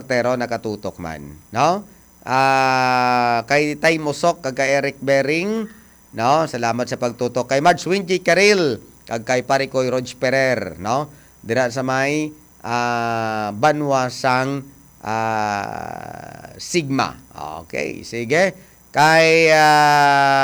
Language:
Hiligaynon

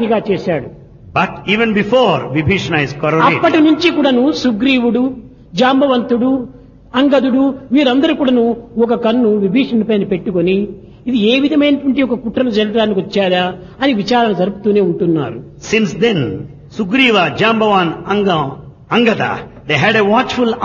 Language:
Telugu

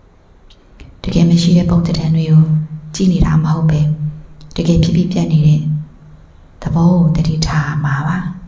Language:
Burmese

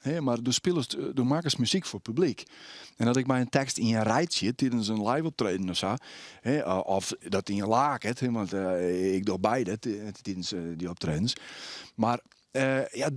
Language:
Western Frisian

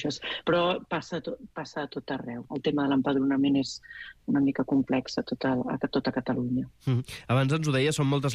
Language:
Catalan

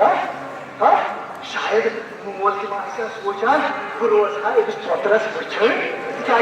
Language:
Kashmiri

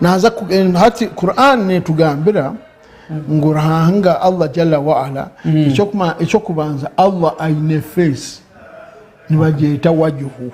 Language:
Nyankole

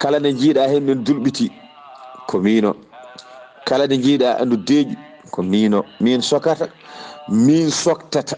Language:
Fula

